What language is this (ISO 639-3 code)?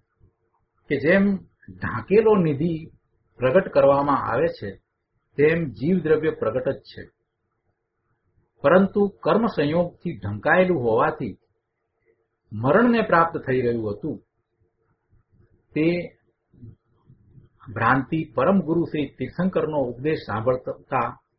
guj